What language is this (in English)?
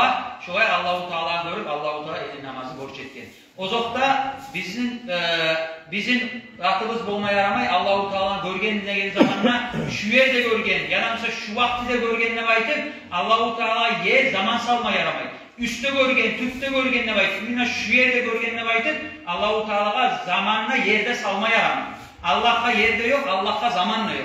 Kumyk